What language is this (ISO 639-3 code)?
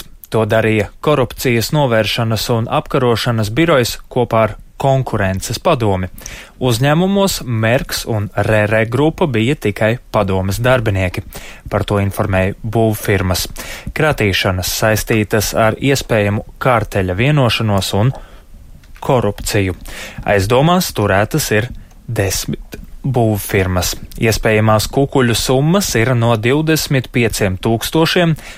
lav